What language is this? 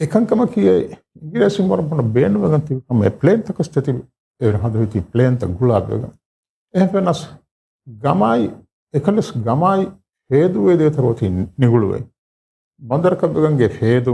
Divehi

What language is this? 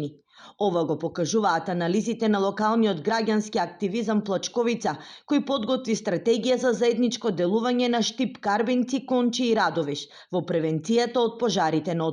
Macedonian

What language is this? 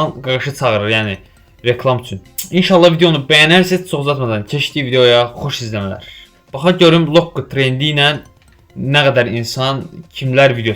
Azerbaijani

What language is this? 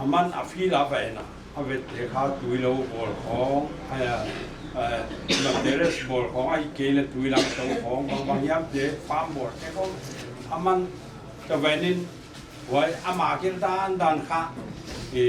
Paite Chin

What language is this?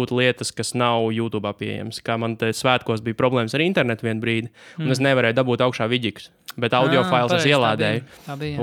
Latvian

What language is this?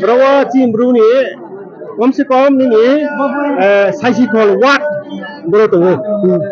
Riang (India)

